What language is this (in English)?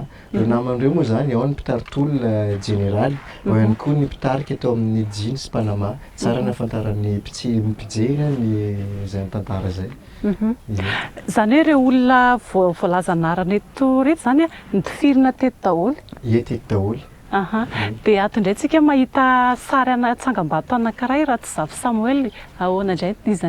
Malagasy